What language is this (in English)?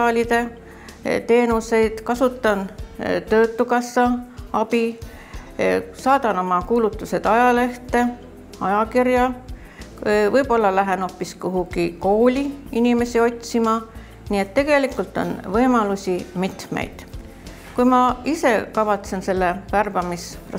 Estonian